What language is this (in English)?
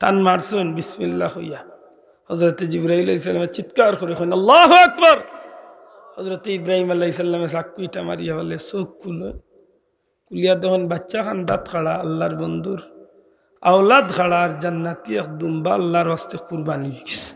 Sylheti